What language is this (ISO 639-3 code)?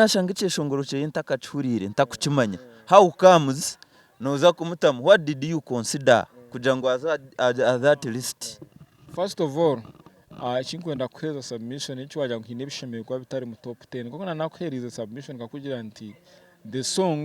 nyn